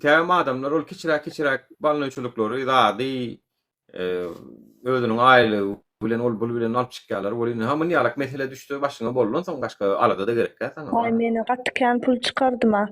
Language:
Turkmen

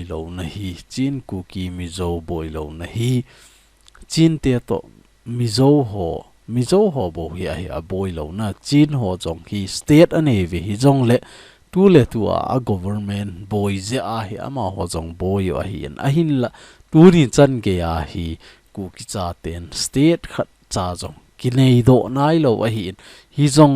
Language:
Thado Chin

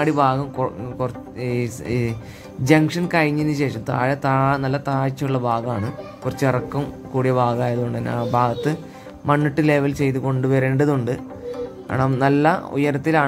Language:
Malayalam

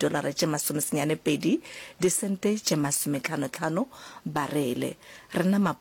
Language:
Northern Sotho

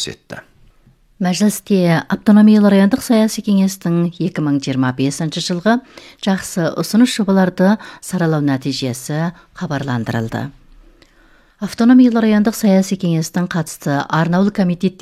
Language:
Kazakh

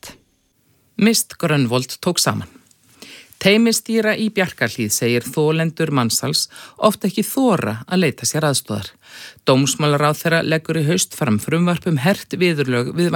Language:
Icelandic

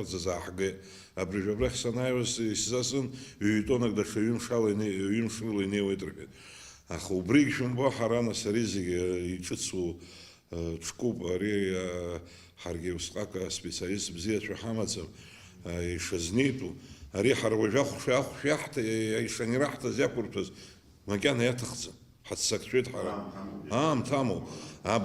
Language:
Abkhazian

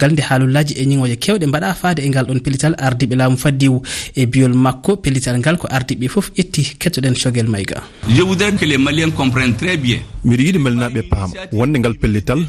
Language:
Fula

